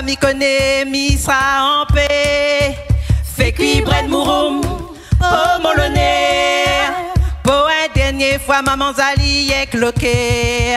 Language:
Réunion Creole French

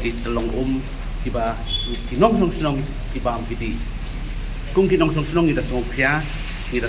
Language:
Khasi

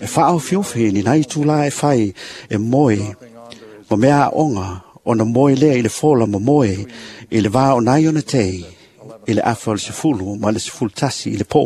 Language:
Samoan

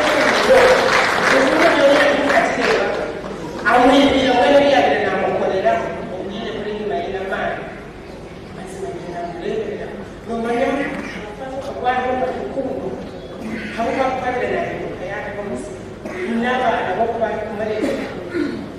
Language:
Nyankole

